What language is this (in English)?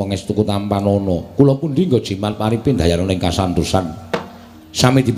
Javanese